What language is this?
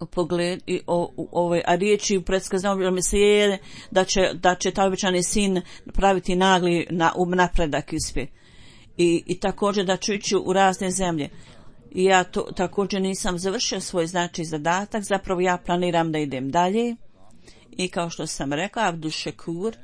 Bosnian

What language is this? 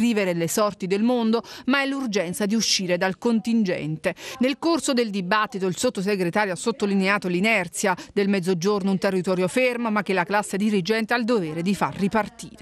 Italian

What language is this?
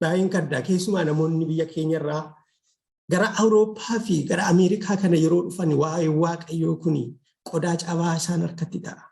Oromo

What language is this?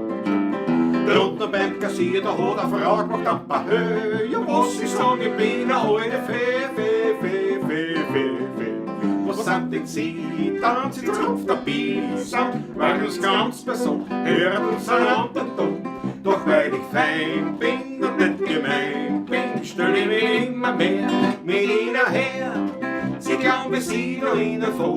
Bavarian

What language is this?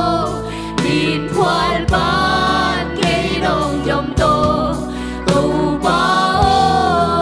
Tedim Chin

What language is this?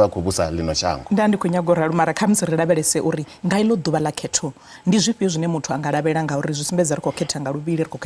Venda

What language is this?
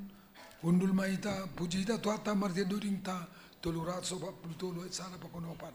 Batak Simalungun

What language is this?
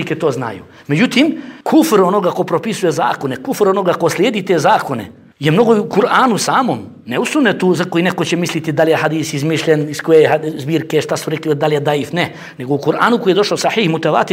Bosnian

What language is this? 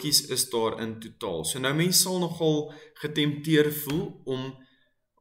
Afrikaans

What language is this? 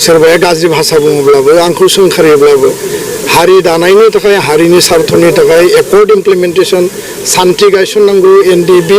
Bodo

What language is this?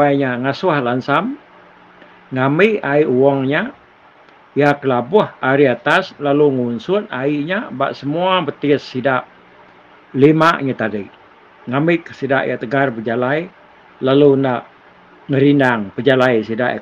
Iban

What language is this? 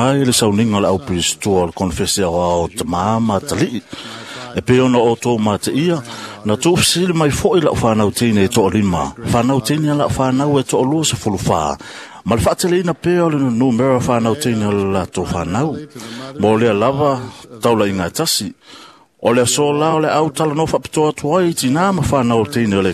Samoan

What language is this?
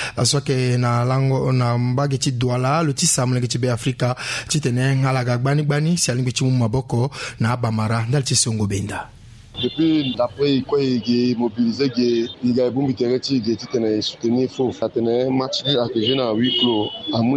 Sango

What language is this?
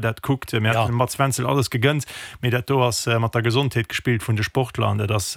Luxembourgish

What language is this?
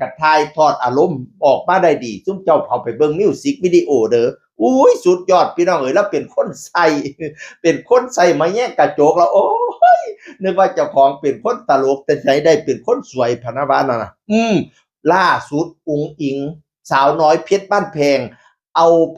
Northeastern Thai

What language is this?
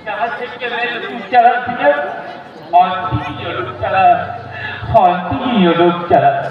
Santali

